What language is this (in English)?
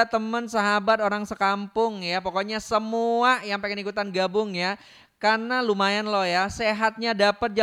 Indonesian